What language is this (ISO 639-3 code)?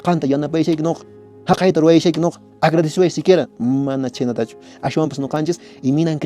que